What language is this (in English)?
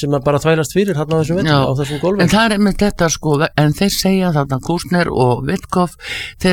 Icelandic